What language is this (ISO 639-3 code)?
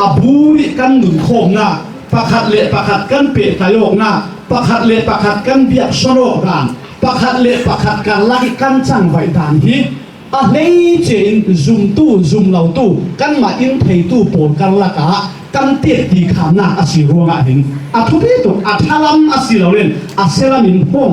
cfm